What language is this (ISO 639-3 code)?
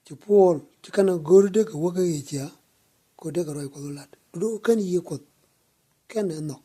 nus